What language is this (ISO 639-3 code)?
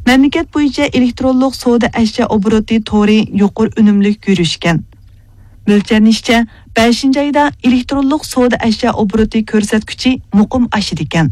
uig